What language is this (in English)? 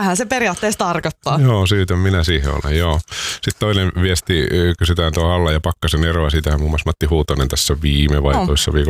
Finnish